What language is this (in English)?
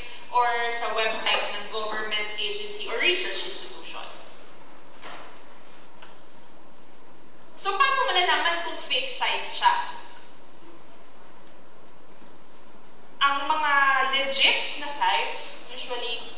Filipino